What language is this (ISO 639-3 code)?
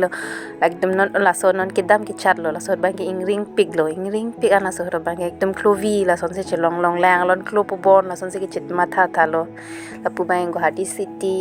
mjw